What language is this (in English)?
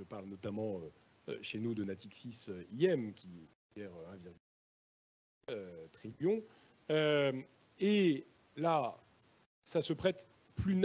French